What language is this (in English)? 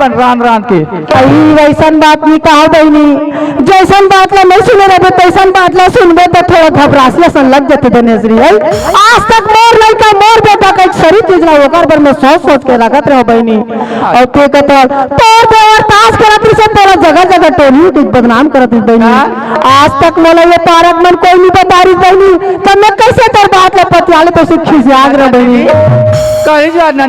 Chhattisgarhi